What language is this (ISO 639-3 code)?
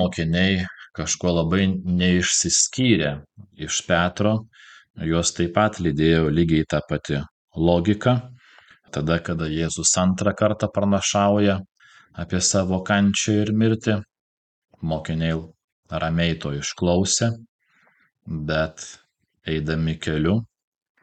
lit